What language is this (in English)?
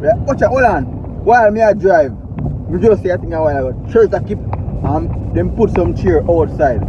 Jamaican Creole English